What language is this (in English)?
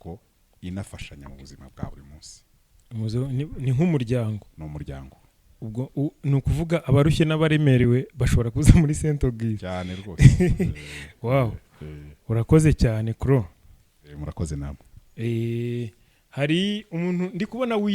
Kinyarwanda